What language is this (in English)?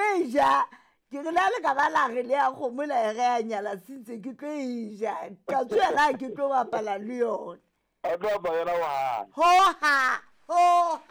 Southern Sotho